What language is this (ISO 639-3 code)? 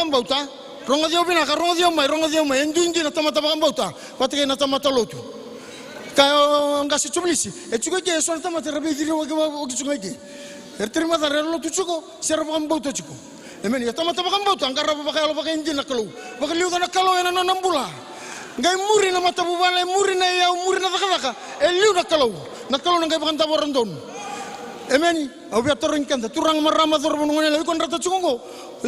fij